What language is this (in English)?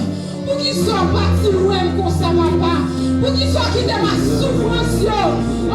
Haitian Creole